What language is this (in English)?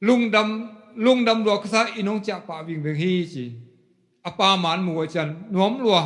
Tedim Chin